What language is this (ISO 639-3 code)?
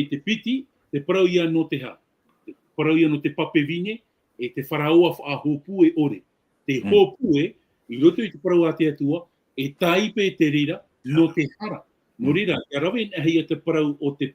tah